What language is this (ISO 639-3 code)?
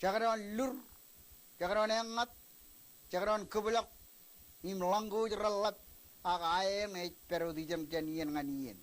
mah